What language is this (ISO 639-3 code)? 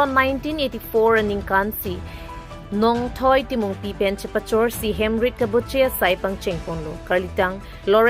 mjw